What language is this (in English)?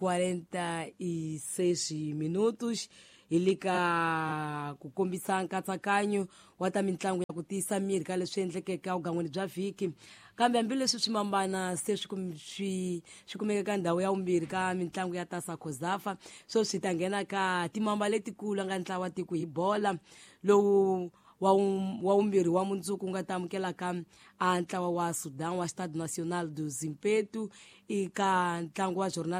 Tsonga